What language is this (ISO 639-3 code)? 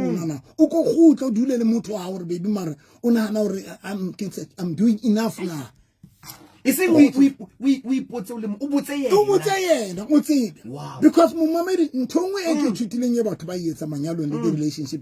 sot